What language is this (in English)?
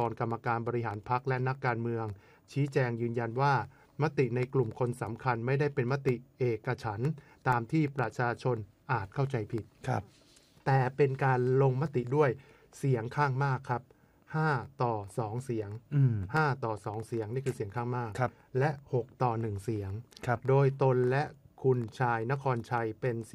Thai